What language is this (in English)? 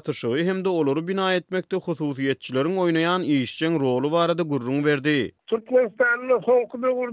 Turkmen